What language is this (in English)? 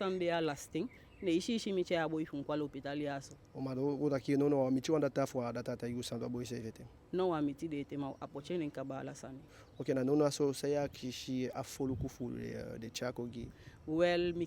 Eastern Maroon Creole